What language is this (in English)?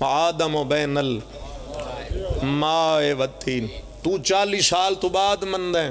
Pahari-Potwari